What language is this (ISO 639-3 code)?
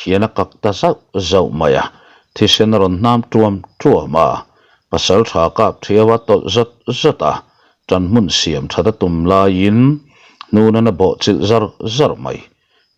lus